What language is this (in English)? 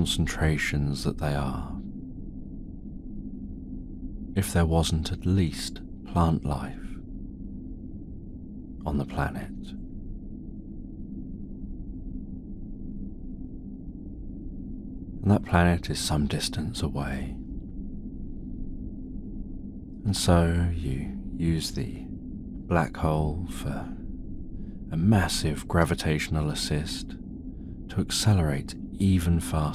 English